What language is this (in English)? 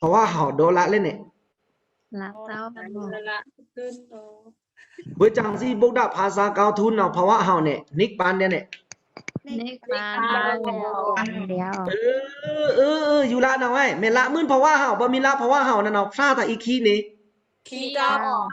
Pa'o Karen